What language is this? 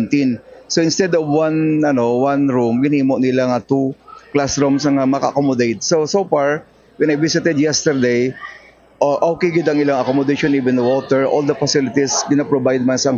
Hiligaynon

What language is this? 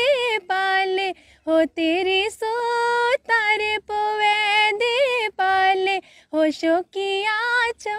Dogri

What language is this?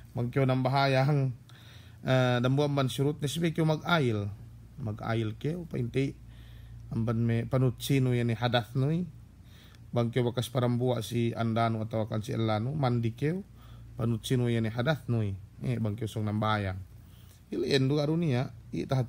Yakan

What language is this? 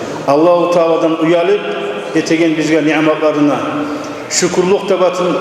Kumyk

